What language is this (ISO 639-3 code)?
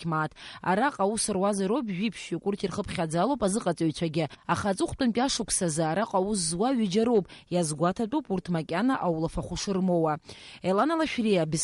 abk